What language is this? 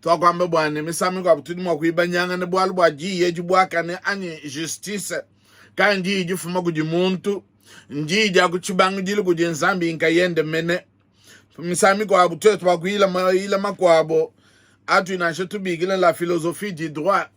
Luba-Lulua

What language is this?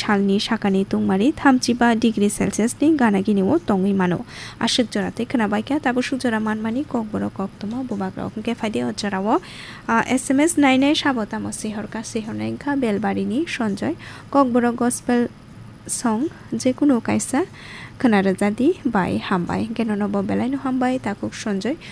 Kok Borok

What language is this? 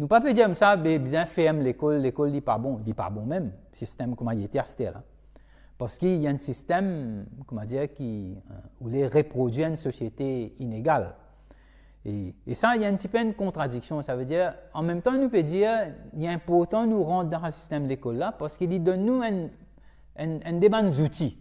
Morisyen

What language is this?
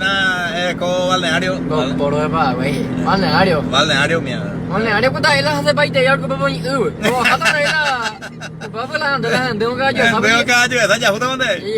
Guarani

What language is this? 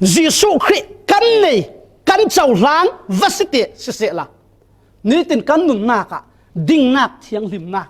Falam Chin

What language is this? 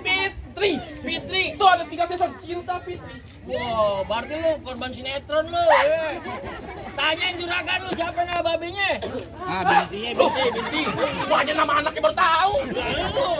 Betawi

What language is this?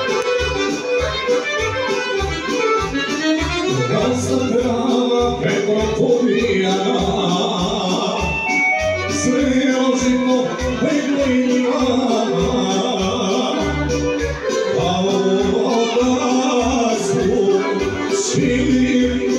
Croatian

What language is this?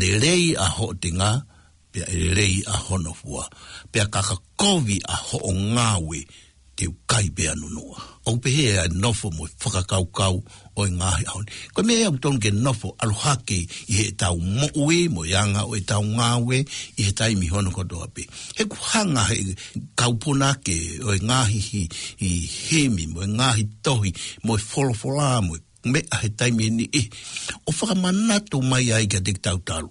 Tongan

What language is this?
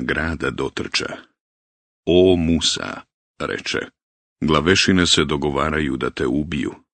Bosnian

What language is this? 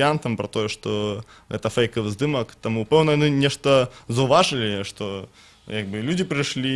Belarusian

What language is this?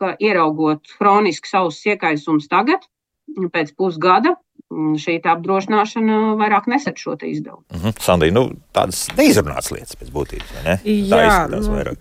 Latvian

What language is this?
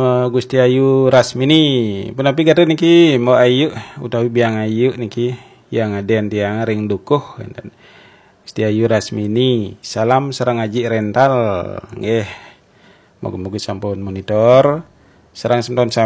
Balinese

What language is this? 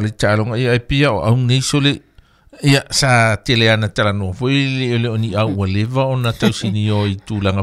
Samoan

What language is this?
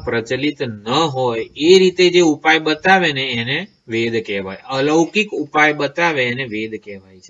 Gujarati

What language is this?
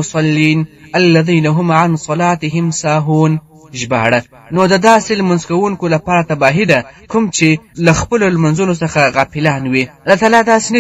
Pashto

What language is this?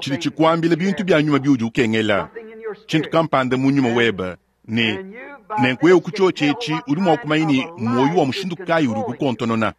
Luba-Lulua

